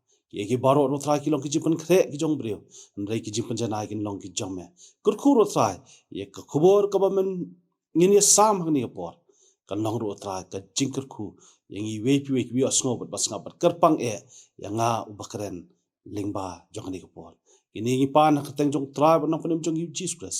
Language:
Khasi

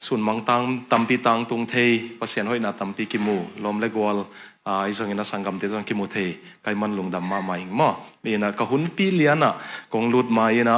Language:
Tedim Chin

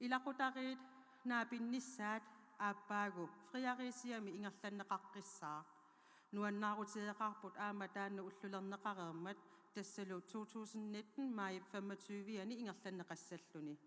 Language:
Kalaallisut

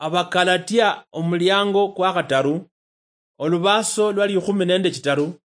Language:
Luyia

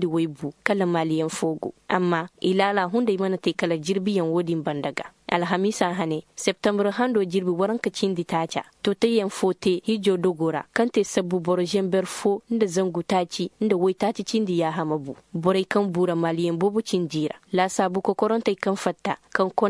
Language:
Koyraboro Senni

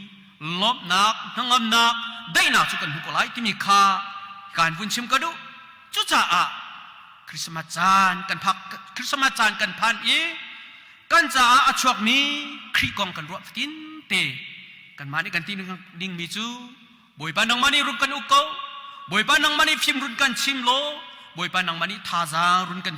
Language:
Hakha Chin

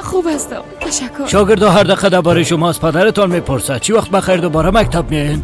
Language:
Persian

